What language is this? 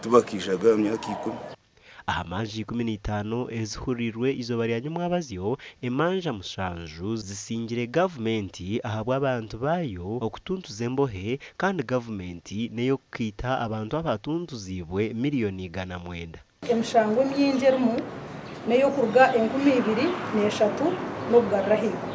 Nyankole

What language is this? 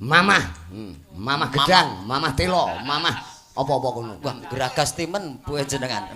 Javanese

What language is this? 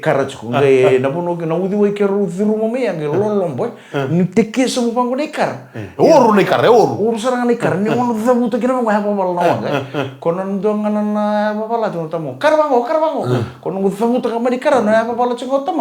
Fijian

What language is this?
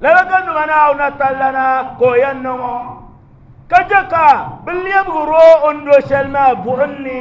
Dagbani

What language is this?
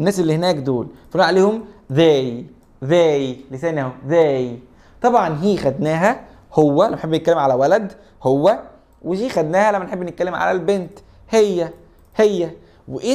Egyptian Arabic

